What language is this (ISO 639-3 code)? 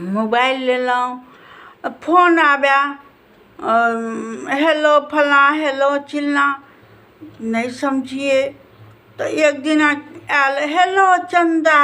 mai